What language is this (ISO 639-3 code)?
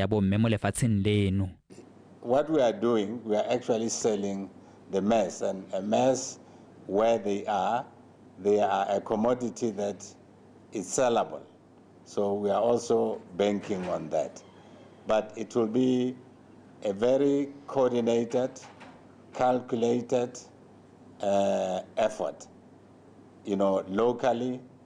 tsn